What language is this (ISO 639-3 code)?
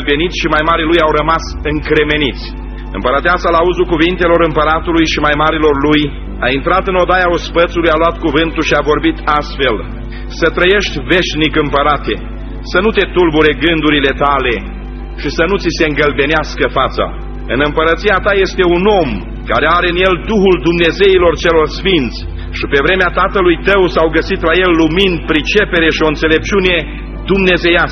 ron